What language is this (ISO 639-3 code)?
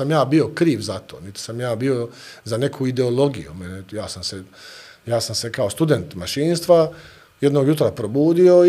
bos